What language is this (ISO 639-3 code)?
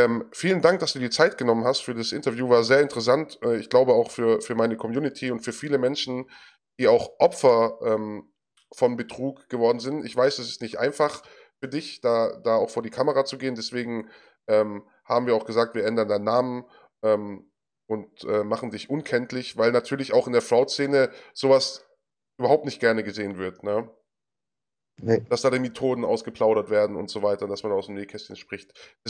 deu